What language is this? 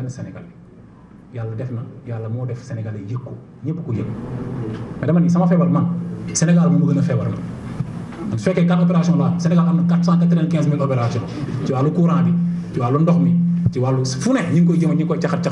Wolof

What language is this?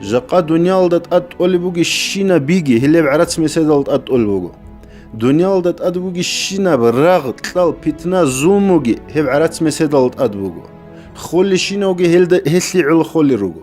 Avaric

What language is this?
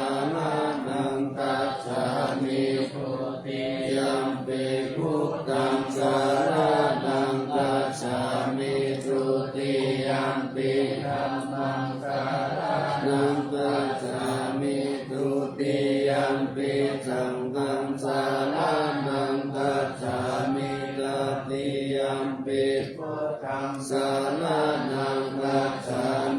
Pali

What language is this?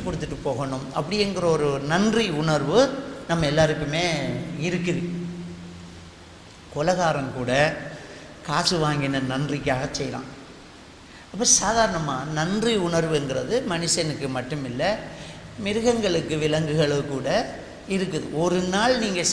Tamil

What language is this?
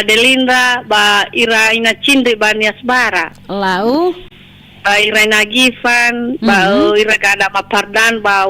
Nias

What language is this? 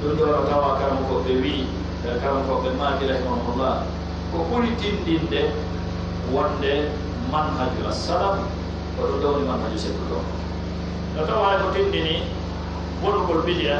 Pular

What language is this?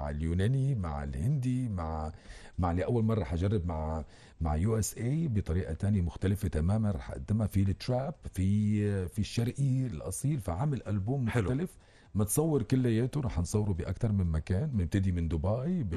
North Levantine Arabic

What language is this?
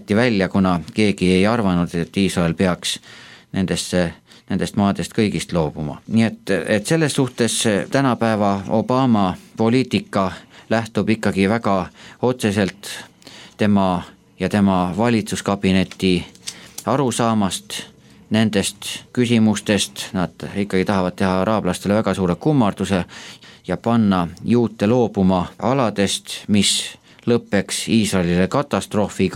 Estonian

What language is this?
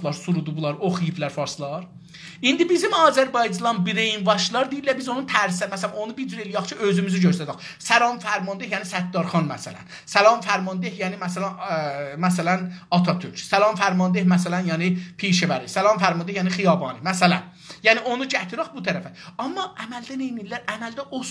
South Azerbaijani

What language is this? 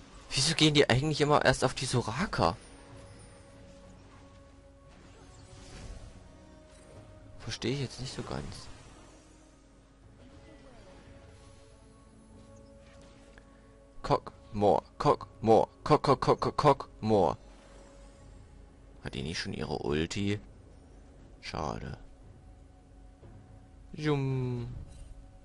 German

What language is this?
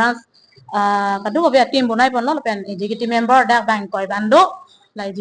Karbi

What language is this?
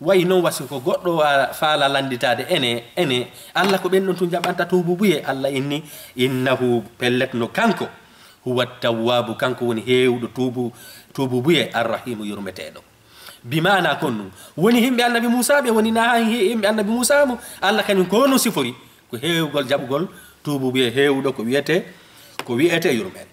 Fula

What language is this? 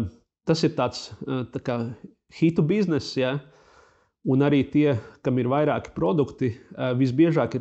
Latvian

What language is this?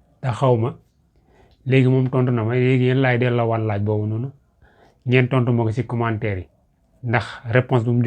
Wolof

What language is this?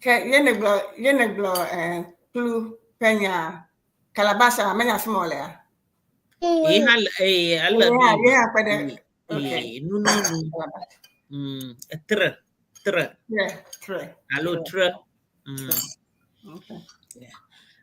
Ewe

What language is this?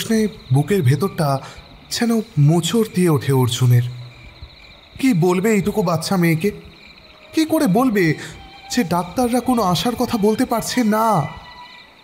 Bangla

